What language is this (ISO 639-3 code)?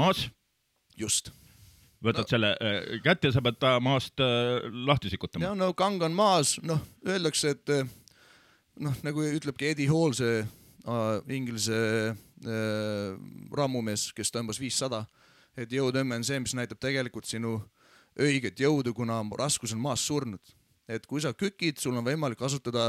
est